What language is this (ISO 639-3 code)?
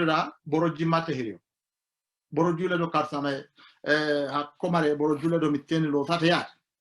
sid